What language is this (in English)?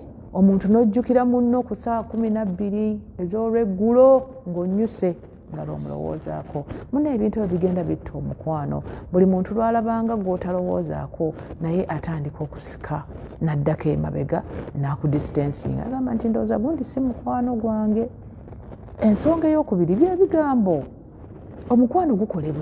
Ganda